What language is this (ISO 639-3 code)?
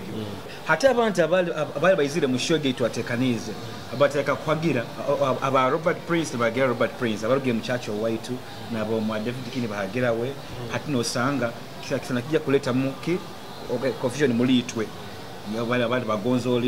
nyo